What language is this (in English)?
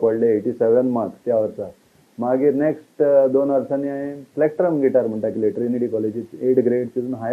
Konkani